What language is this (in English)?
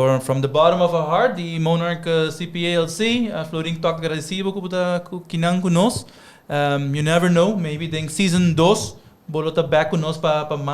Papiamento